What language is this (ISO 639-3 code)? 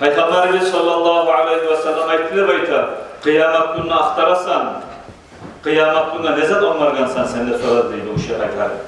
kum